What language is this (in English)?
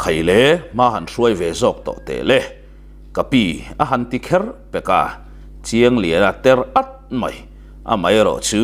Mizo